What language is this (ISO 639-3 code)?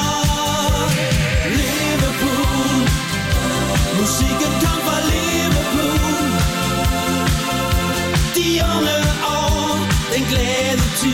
dan